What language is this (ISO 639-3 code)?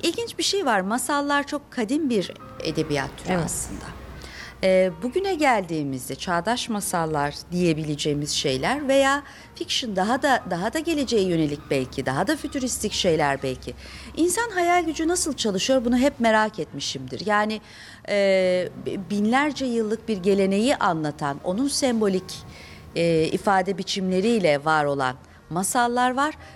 tur